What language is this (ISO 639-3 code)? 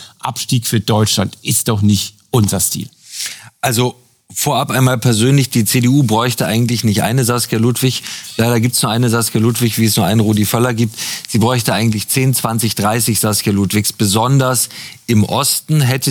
deu